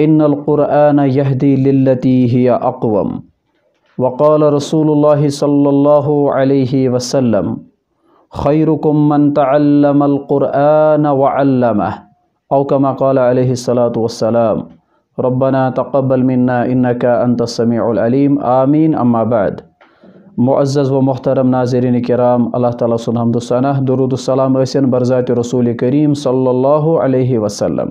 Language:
Kashmiri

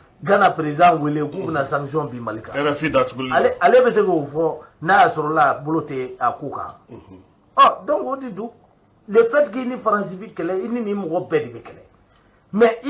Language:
Bambara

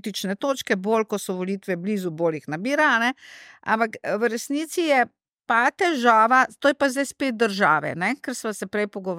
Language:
Slovenian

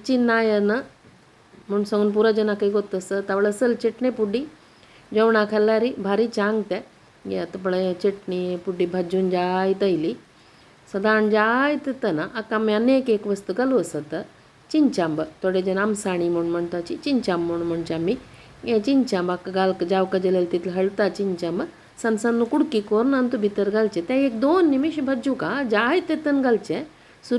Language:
Konkani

